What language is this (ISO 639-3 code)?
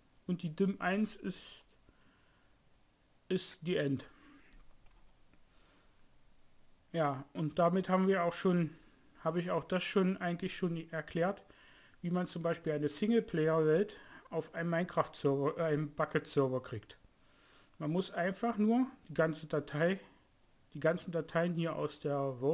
deu